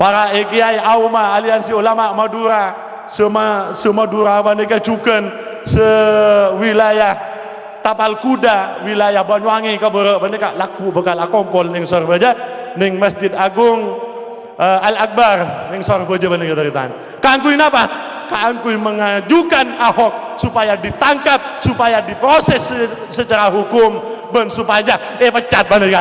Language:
Madurese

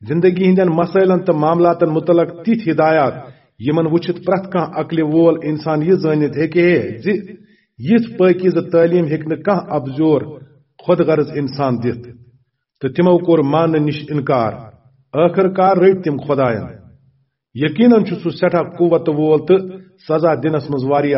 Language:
Kashmiri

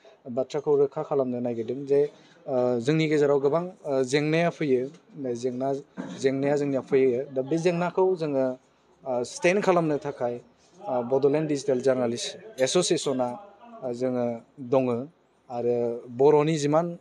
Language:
Bodo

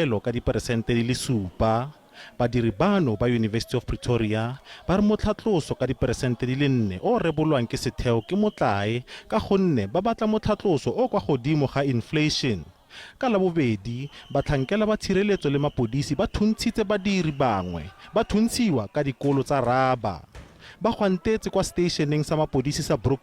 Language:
Tswana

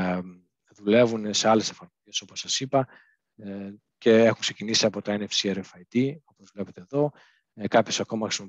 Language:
Greek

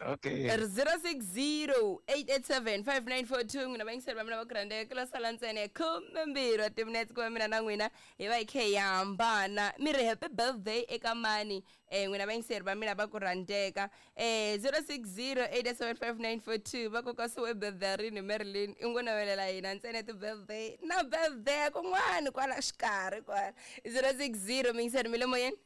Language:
Tsonga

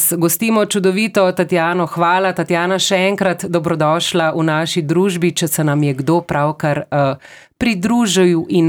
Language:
Slovenian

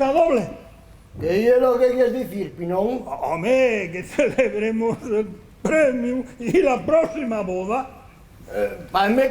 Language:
Asturian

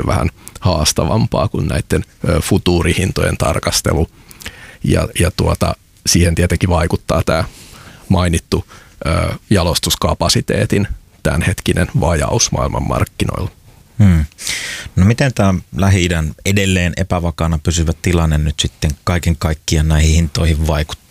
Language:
Finnish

